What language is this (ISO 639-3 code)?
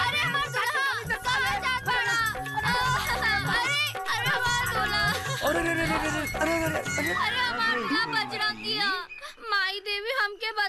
bho